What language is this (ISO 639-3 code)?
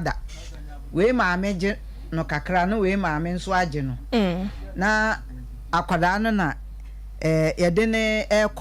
aka